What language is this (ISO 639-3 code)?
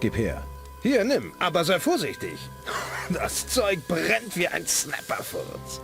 bar